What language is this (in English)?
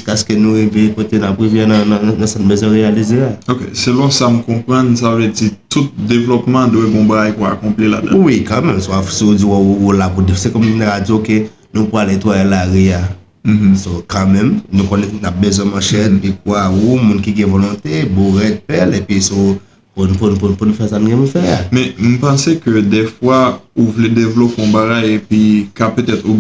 Haitian Creole